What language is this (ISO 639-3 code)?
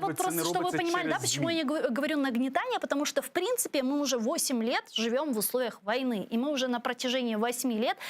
crh